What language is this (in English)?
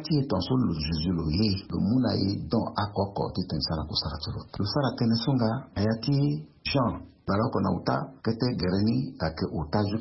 Sango